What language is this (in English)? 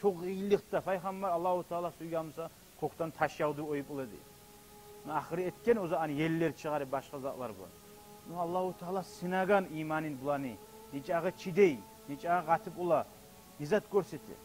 Kumyk